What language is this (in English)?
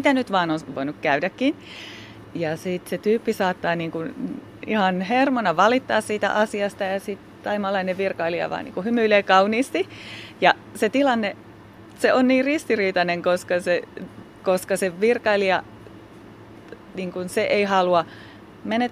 Finnish